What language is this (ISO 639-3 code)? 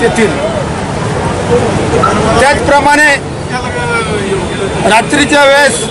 mar